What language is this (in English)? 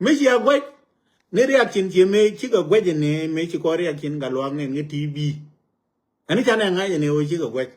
Nuer